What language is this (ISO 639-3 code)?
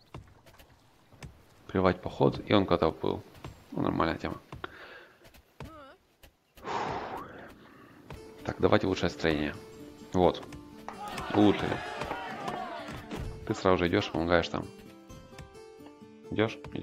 rus